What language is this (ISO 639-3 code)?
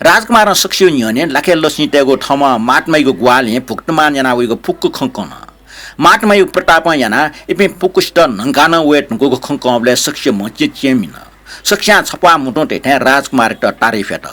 new